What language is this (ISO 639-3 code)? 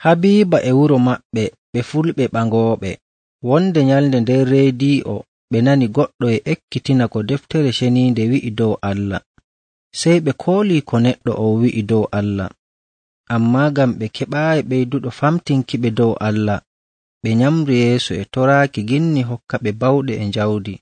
fuv